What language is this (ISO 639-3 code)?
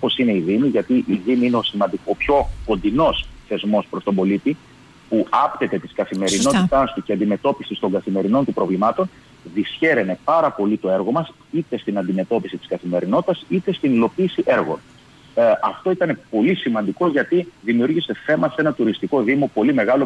ell